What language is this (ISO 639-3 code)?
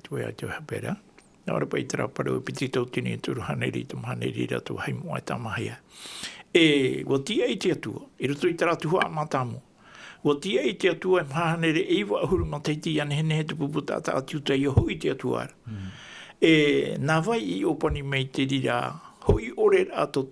tah